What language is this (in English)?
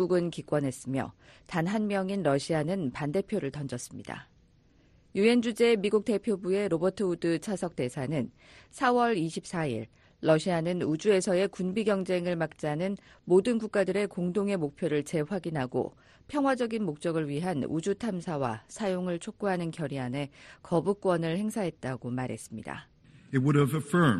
Korean